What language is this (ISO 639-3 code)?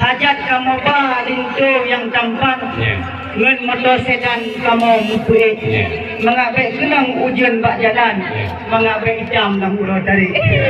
ace